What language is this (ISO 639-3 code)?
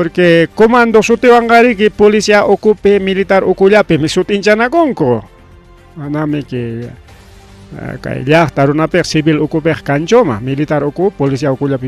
quy